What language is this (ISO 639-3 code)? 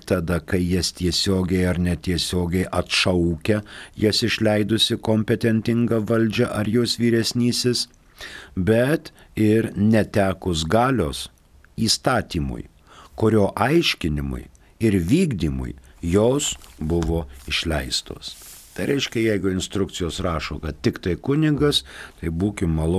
lit